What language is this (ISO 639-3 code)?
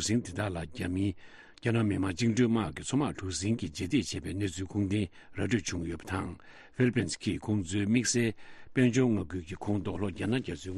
bod